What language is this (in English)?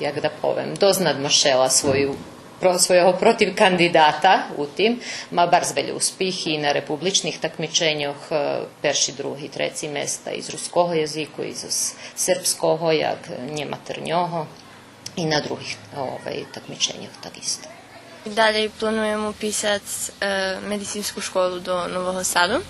Rusyn